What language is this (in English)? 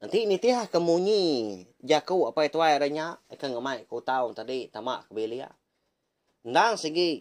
Iban